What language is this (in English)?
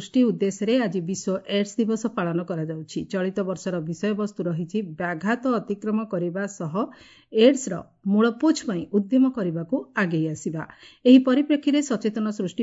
Odia